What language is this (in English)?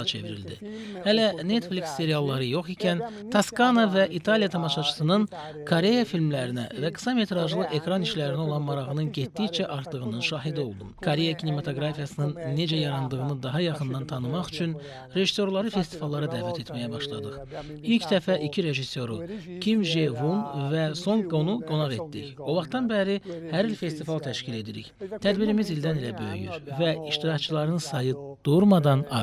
Azerbaijani